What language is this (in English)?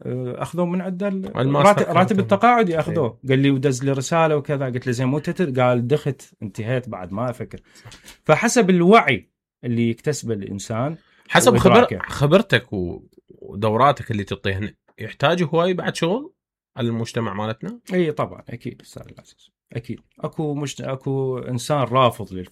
Mesopotamian Arabic